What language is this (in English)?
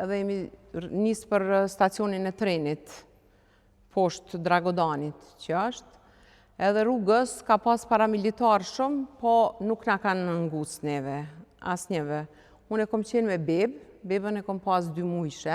Albanian